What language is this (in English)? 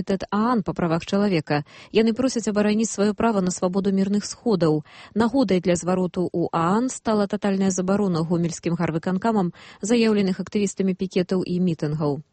Belarusian